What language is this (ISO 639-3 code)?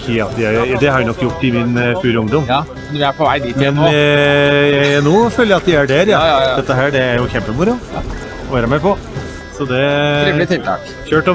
nor